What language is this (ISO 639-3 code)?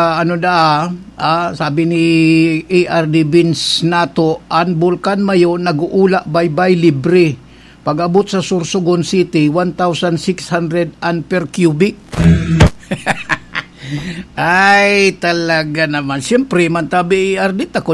bik